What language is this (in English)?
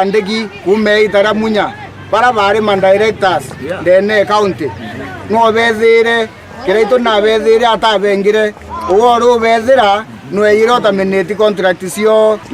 Meru